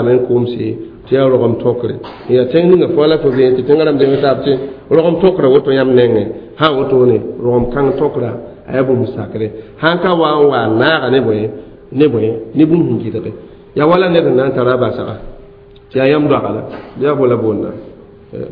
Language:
Mossi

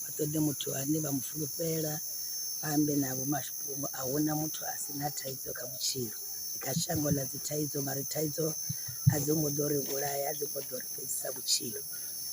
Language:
Venda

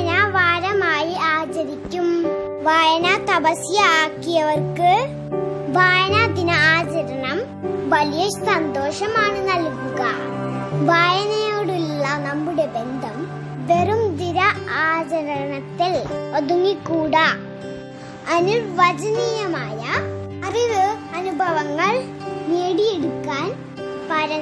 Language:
Malayalam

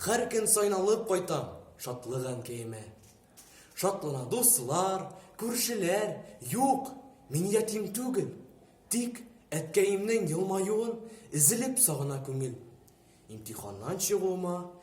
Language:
Tatar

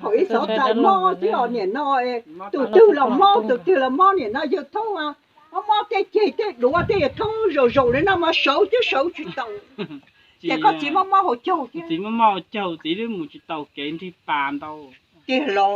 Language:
Hmong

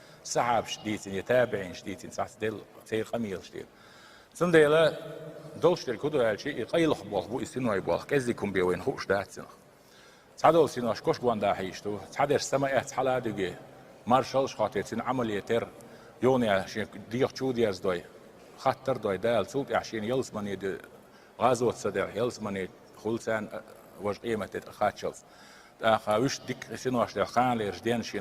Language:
Chechen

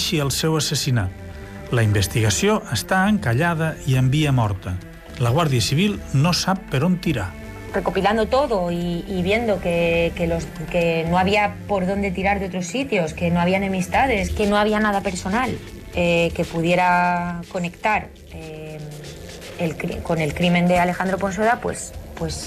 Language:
Catalan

